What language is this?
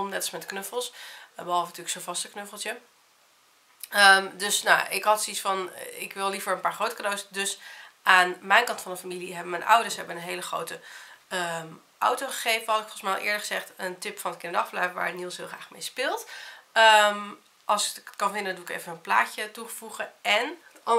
Dutch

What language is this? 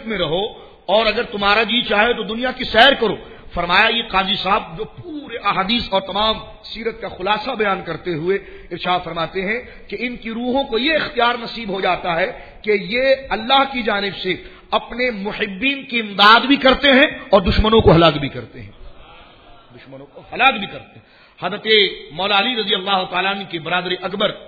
Urdu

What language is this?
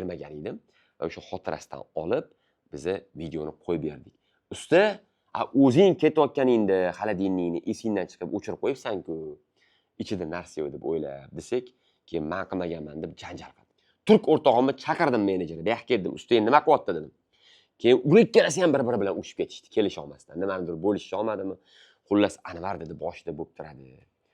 Uzbek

